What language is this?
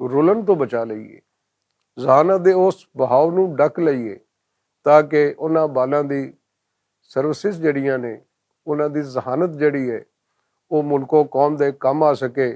Western Panjabi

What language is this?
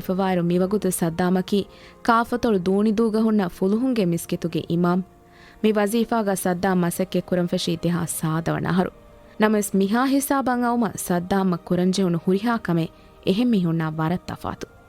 Divehi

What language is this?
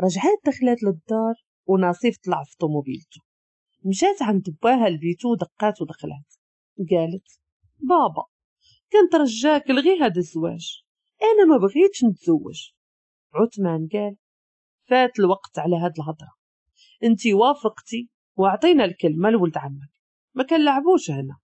Moroccan Arabic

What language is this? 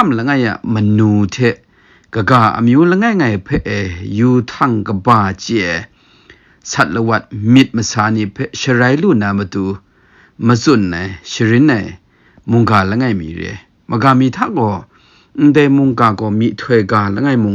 Kachin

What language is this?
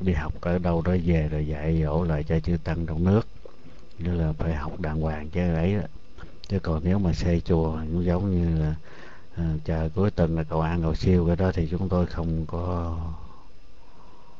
Vietnamese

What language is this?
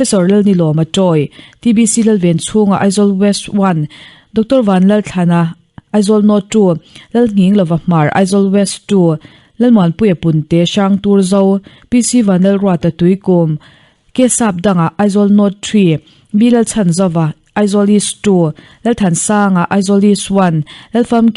Mizo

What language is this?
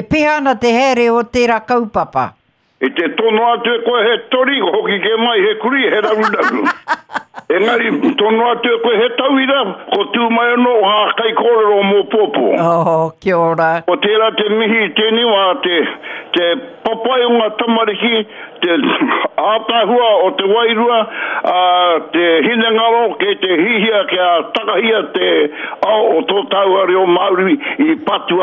Māori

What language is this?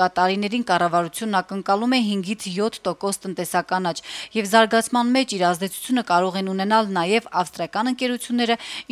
Armenian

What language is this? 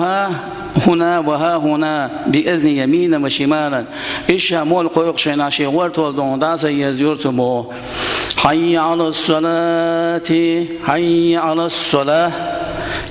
Chechen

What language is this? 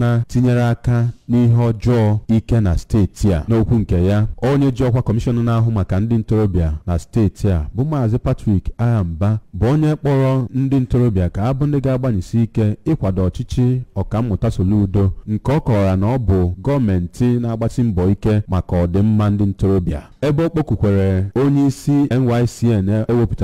Igbo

